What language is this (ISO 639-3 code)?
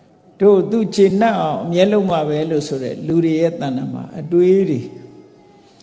mya